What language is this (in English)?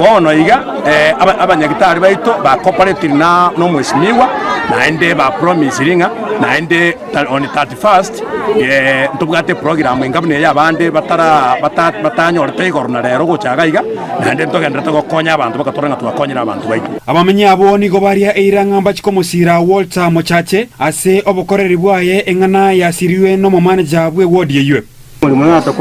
Gusii